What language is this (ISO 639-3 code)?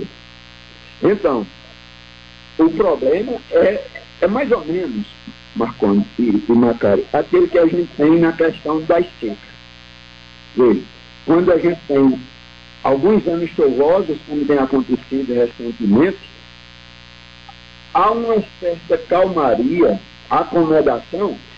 por